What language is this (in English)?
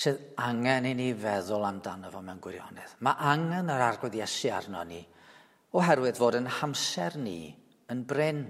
Welsh